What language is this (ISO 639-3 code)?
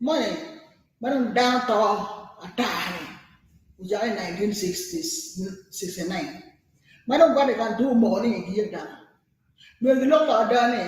ach